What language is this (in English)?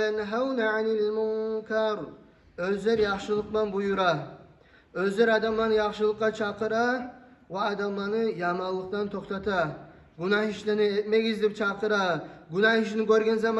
Kumyk